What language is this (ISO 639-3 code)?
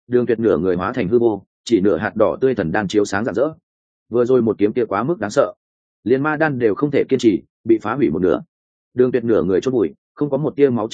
vie